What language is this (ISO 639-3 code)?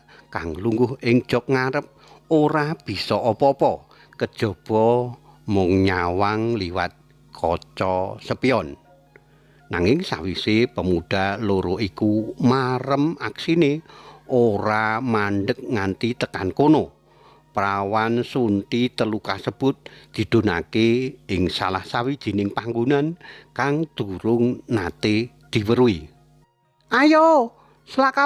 jav